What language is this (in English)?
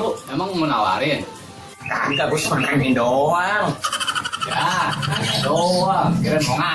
Betawi